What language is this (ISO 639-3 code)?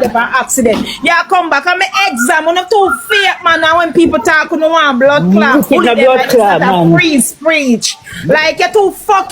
jam